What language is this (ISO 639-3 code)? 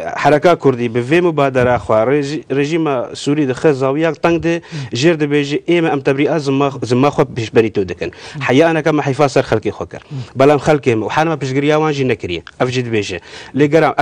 kur